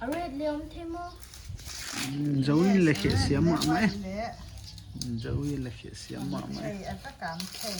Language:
Paite Chin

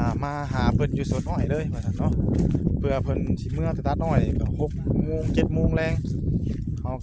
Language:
Northeastern Thai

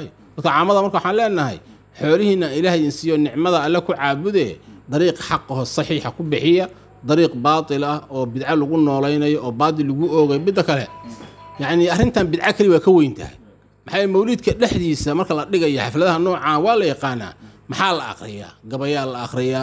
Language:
Somali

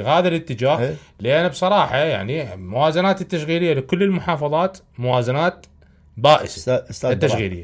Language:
Mesopotamian Arabic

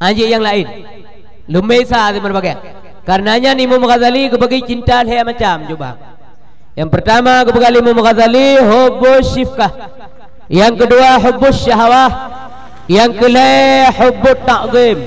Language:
Achinese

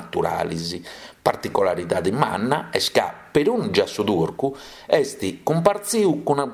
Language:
Sardinian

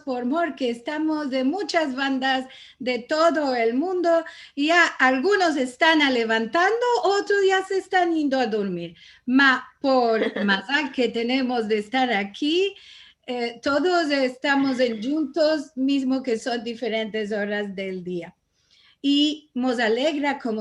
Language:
Ladino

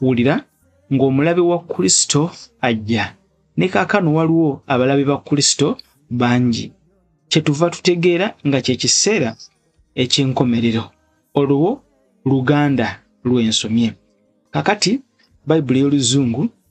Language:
Ganda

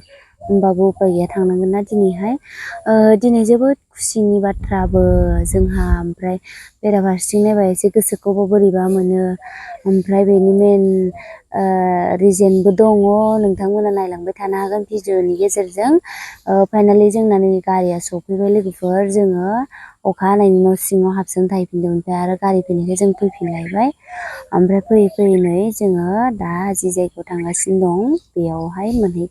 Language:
Bodo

